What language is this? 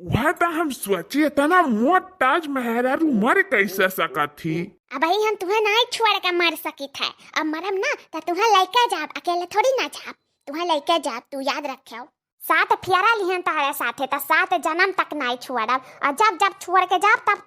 Awadhi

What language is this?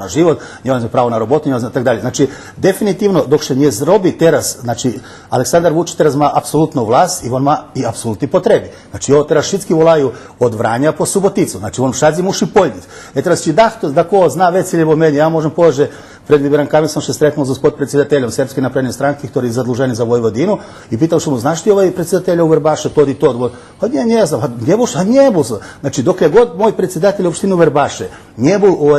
Rusyn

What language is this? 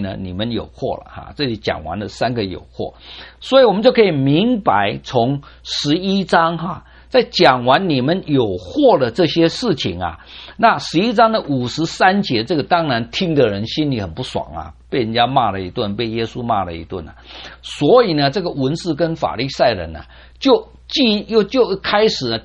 Chinese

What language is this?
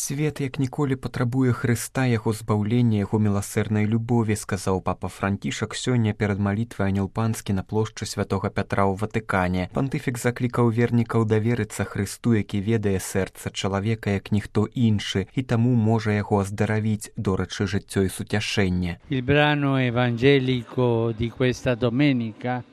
Belarusian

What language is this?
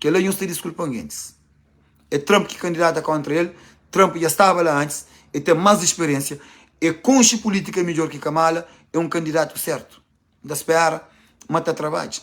Kabuverdianu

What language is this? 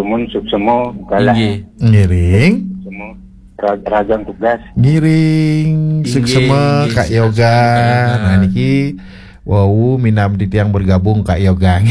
Balinese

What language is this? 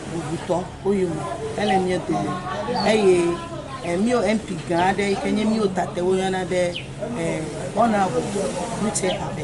Ewe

